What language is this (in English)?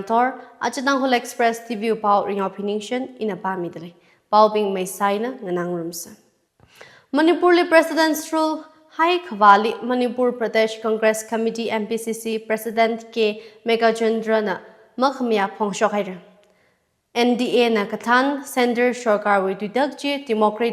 Tangkhul Naga (India)